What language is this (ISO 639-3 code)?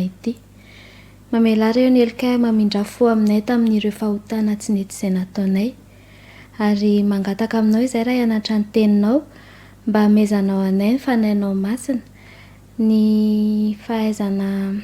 mlg